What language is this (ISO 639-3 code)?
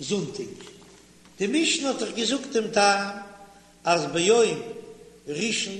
yid